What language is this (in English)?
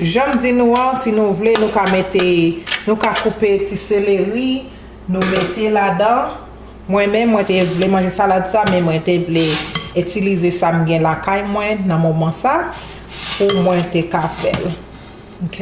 Haitian Creole